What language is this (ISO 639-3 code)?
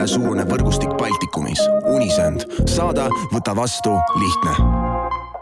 est